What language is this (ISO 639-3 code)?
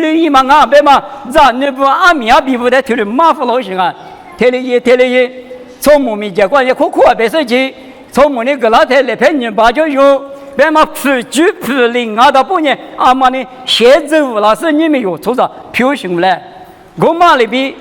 lis